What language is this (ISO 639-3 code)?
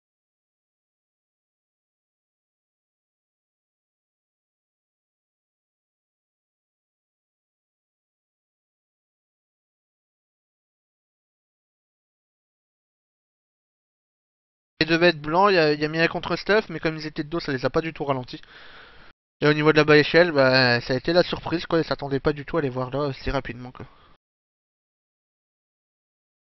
fra